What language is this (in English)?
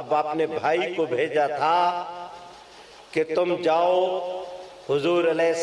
Urdu